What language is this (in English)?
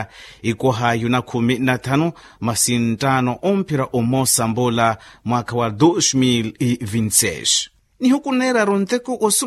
Makhuwa